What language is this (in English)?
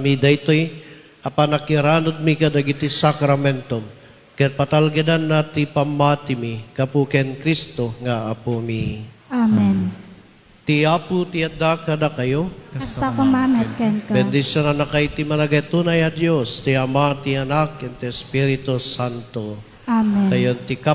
Iloko